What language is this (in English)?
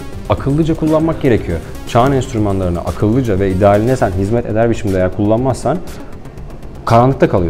Turkish